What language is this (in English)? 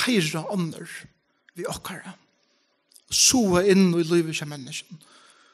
Faroese